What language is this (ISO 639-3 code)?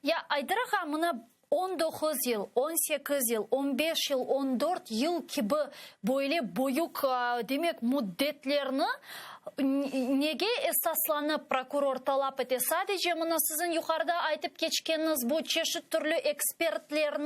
crh